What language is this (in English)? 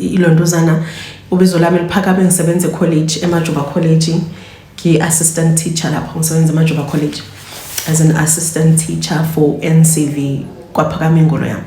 Zulu